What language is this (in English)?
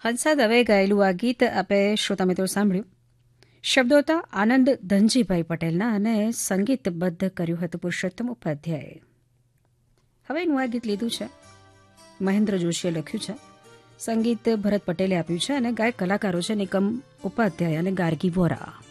Gujarati